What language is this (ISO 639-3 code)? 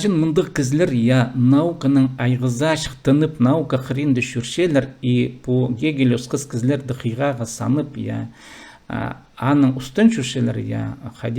kjh